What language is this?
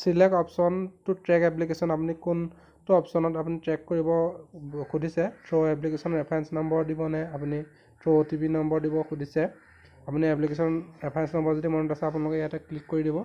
Assamese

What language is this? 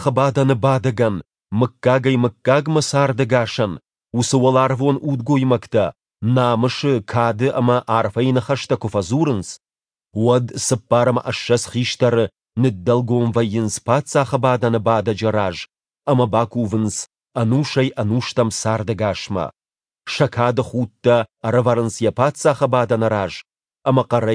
Ossetic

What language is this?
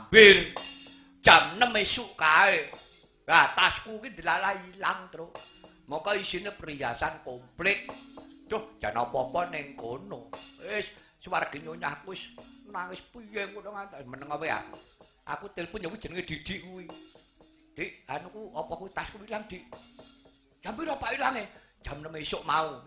Javanese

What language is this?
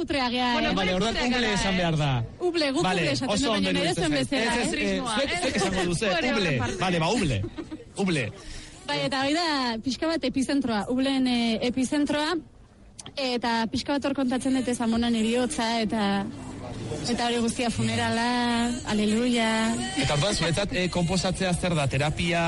Basque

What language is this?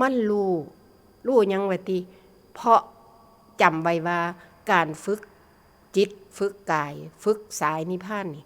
Northeastern Thai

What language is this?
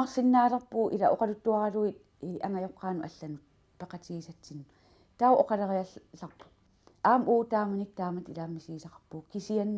Kalaallisut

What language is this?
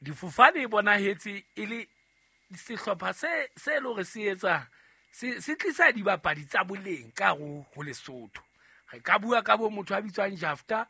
Southern Sotho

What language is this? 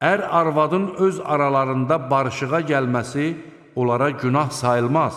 Azerbaijani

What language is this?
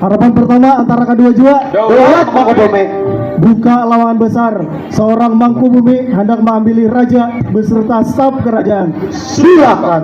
Banjar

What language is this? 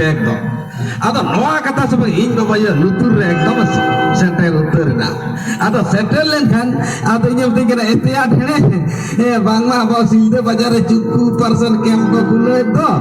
Santali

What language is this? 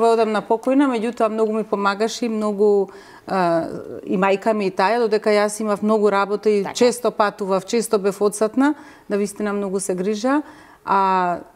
Macedonian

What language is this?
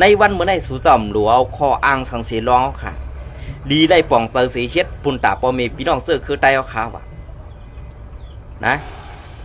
Shan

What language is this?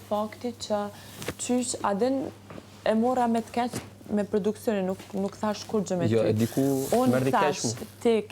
Albanian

